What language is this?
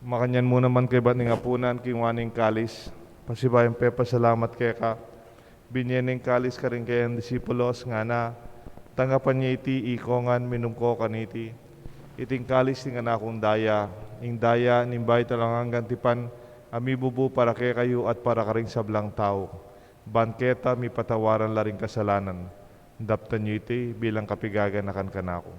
Pampanga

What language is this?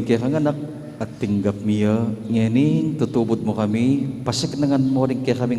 Pampanga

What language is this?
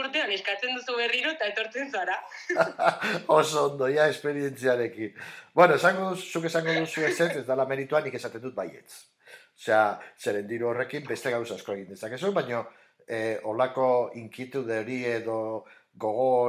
Basque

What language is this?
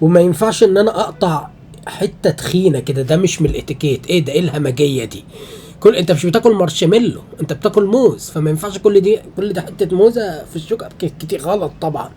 Egyptian Arabic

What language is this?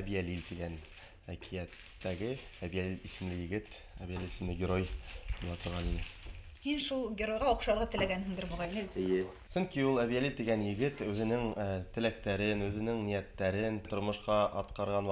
Bashkir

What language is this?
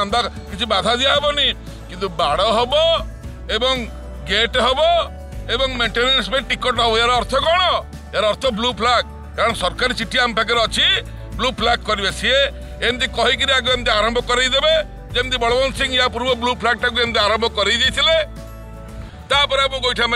Odia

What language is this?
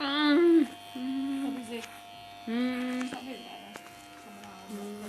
Jamaican Creole English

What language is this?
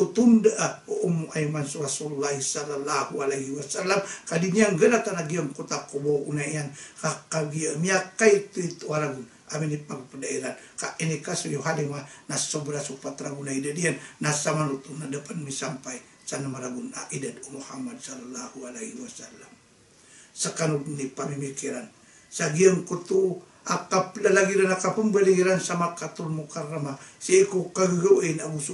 Maranao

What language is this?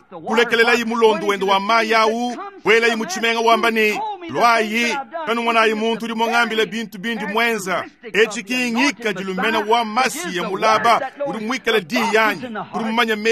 Luba-Lulua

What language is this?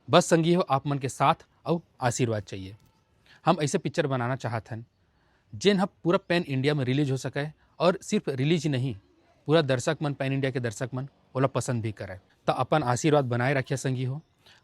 Chhattisgarhi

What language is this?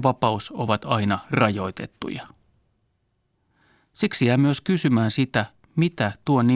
Finnish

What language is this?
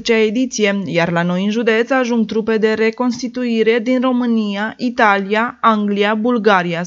Romanian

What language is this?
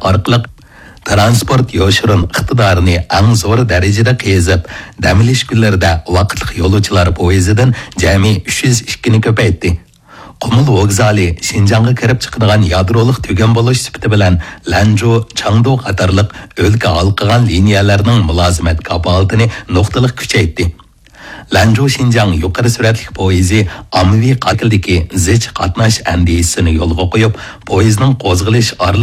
Uyghur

